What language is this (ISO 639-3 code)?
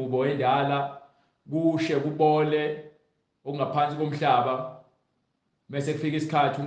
zul